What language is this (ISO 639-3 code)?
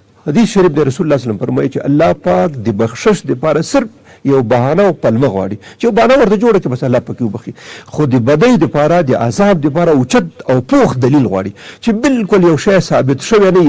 pus